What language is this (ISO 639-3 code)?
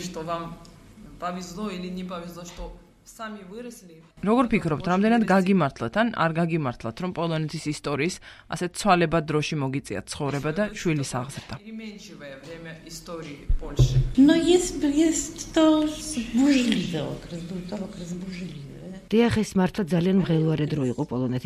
kat